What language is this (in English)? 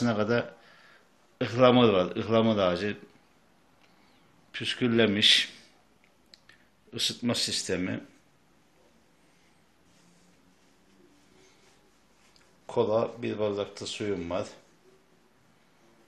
Turkish